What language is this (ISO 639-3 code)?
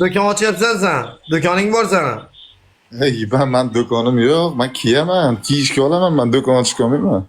uzb